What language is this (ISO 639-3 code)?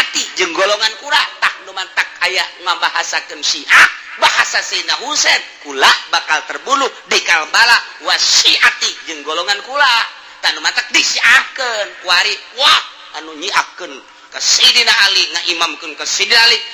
sun